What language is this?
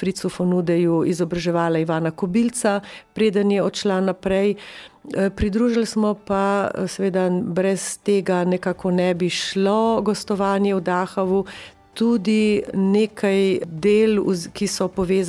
Slovenian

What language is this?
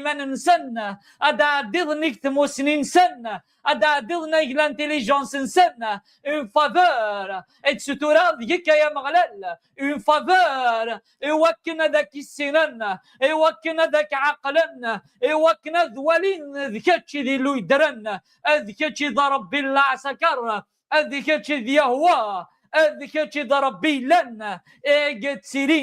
Kabyle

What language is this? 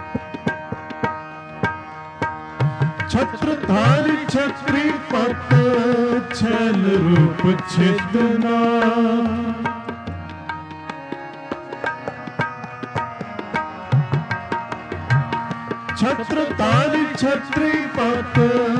Hindi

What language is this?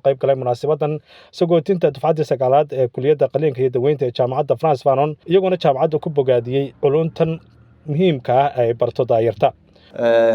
Somali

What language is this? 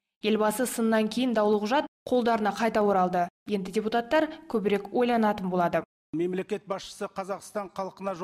Kazakh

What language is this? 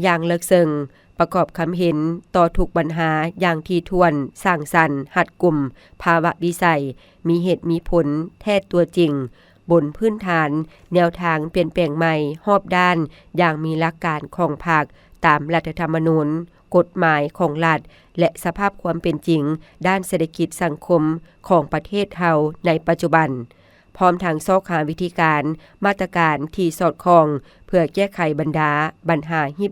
Lao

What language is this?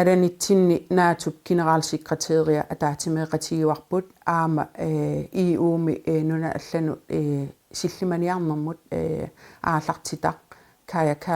Kalaallisut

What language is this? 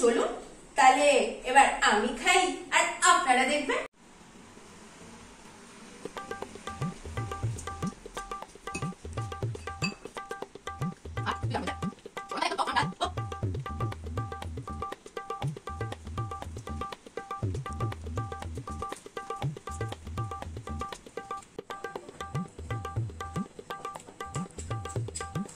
Bangla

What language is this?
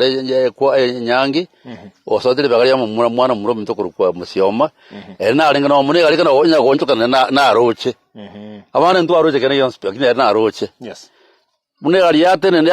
Gusii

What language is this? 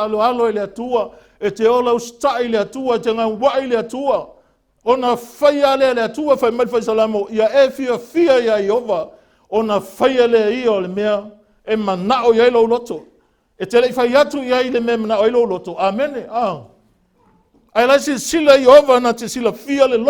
Samoan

